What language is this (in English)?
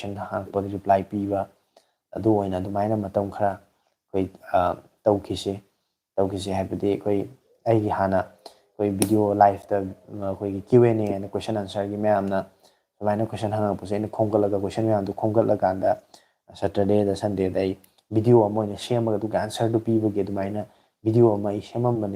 Manipuri